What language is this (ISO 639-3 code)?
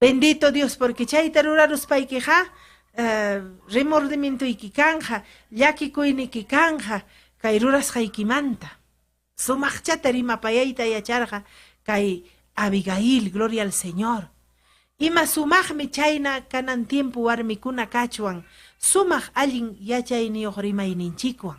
quy